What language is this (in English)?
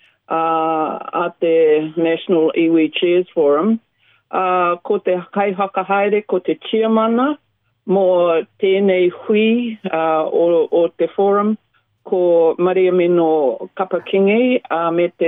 Māori